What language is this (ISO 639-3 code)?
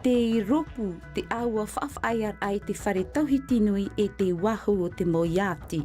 tah